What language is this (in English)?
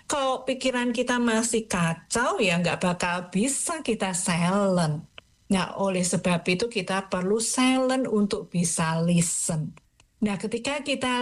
Indonesian